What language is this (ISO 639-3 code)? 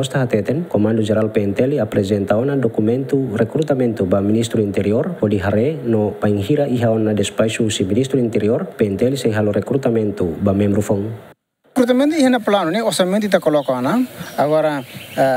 tet